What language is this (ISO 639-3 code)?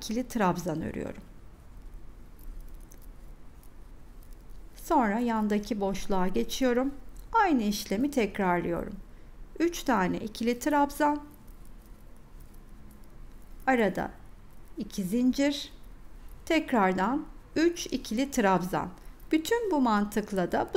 tur